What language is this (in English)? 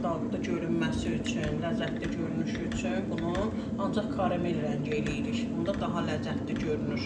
Azerbaijani